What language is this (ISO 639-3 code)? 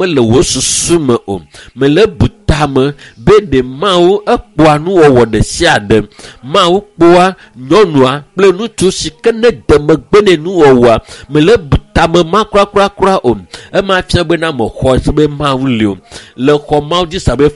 ewe